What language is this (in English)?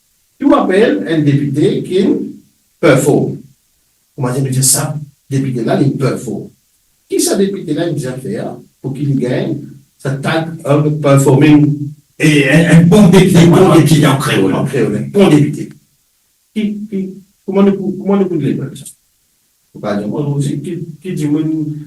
Morisyen